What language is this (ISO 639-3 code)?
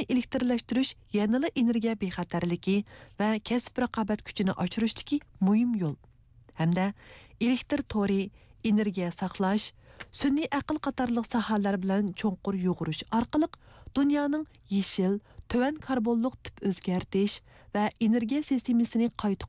uig